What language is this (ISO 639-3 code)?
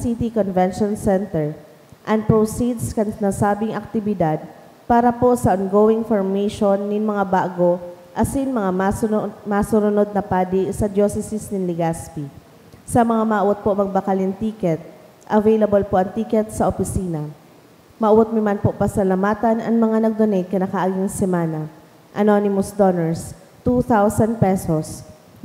bik